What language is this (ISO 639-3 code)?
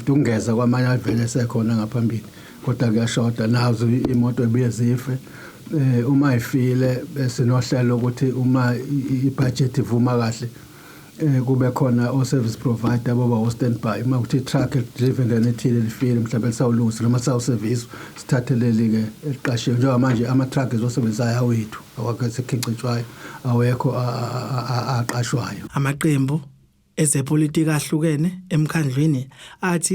zul